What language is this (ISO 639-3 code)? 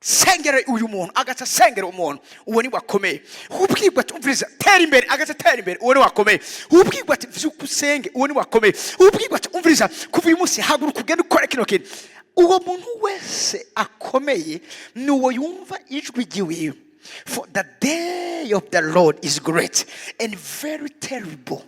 run